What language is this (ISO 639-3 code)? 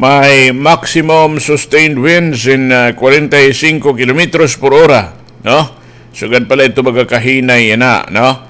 war